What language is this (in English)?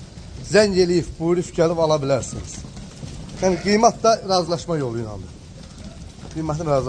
Azerbaijani